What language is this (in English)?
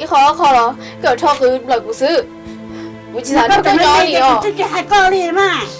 Hmong